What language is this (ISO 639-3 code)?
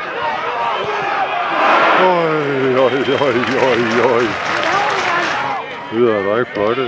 dan